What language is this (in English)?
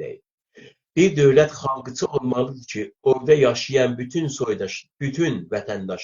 South Azerbaijani